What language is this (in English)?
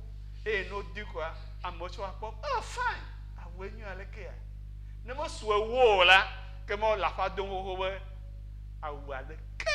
Ewe